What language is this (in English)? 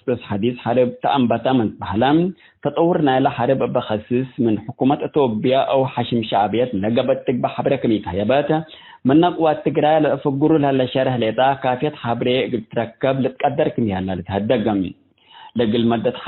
Tigre